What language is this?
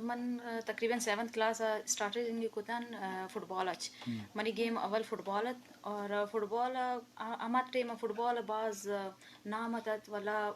Eastern Balochi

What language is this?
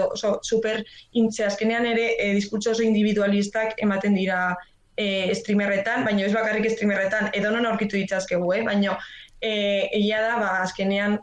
Basque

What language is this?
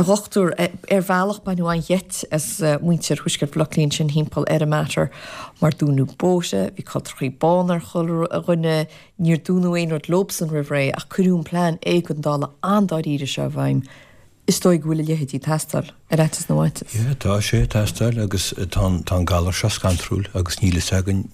Irish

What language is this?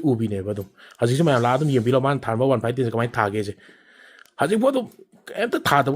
Manipuri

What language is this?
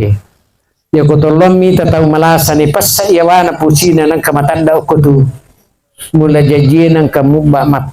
Buginese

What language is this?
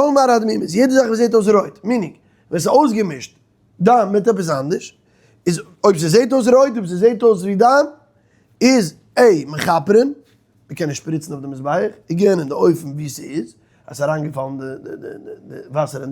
Yiddish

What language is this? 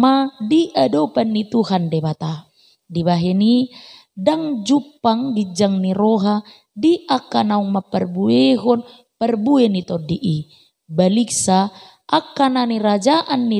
Batak Toba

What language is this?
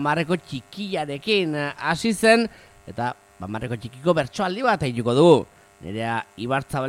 Basque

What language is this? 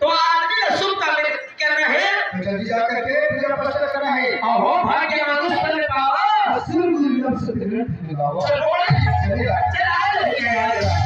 Chhattisgarhi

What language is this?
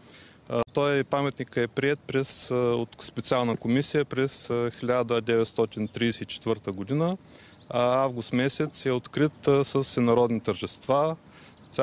Bulgarian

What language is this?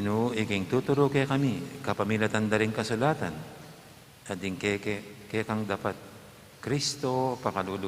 Pampanga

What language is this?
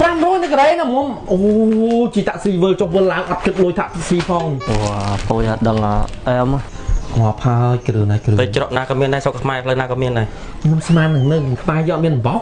Khmer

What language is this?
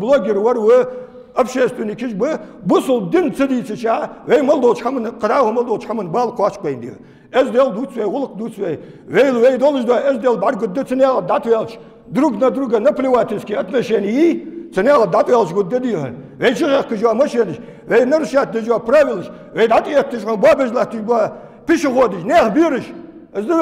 Ingush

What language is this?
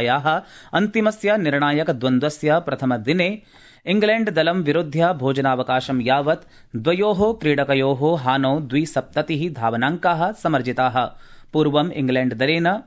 Sanskrit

